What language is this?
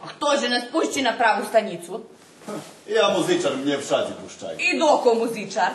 Rusyn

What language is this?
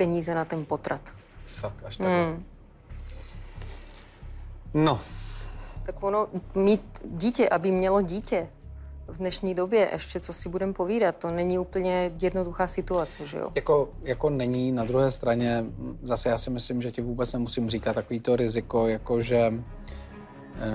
Czech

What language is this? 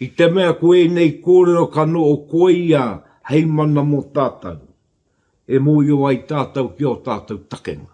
Māori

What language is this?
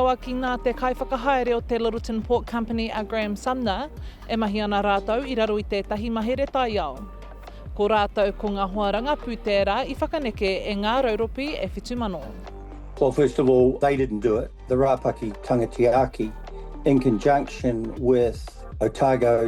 Māori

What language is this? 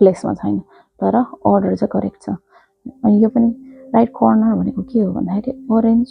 Nepali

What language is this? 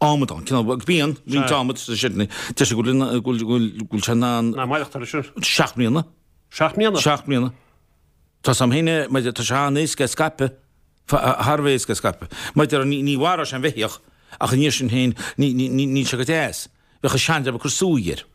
Irish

